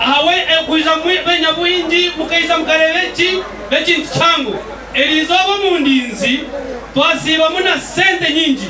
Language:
Nyankole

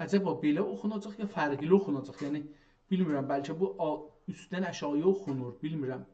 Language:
South Azerbaijani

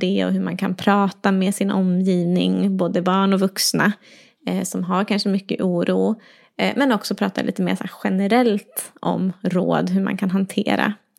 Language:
Swedish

